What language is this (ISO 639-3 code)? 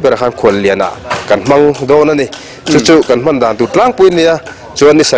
lus